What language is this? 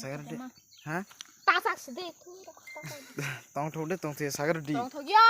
Kok Borok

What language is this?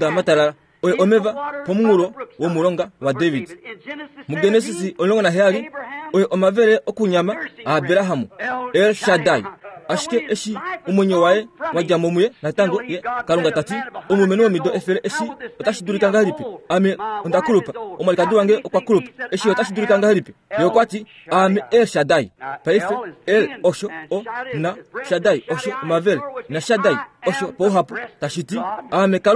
Kuanyama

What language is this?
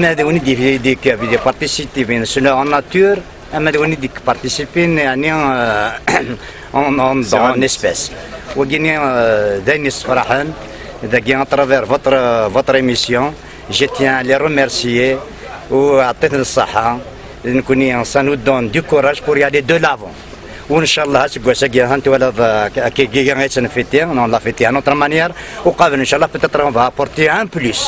Kabyle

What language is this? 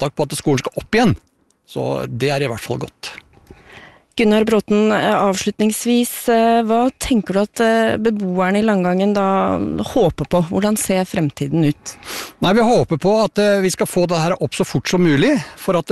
Norwegian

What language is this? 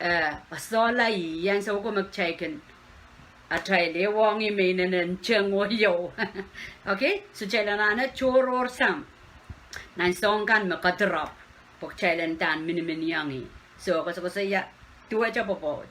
Pohnpeian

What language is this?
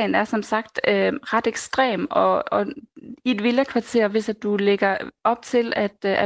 Danish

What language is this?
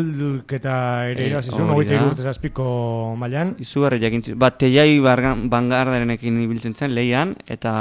Basque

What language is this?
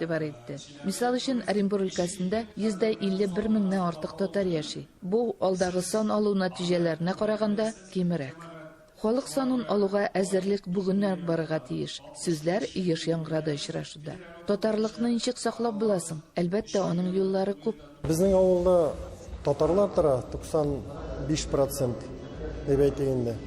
Tatar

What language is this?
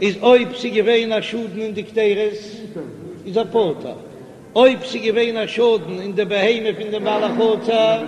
Yiddish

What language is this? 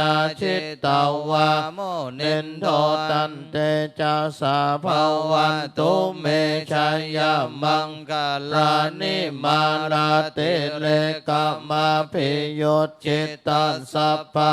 Pali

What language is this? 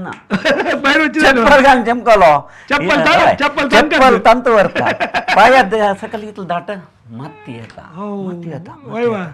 Konkani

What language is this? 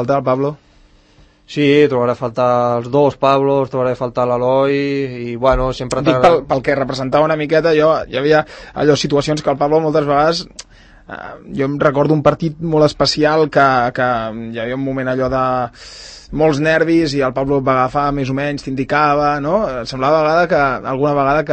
Catalan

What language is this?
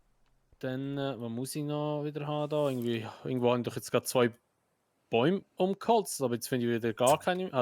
Swiss German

